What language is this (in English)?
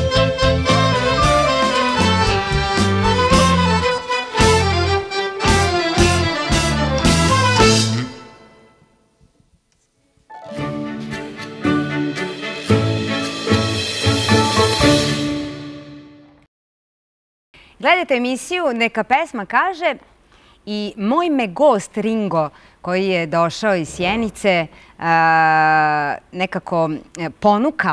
Serbian